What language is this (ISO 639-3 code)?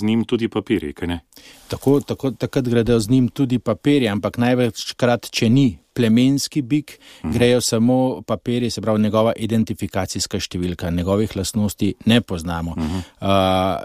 slv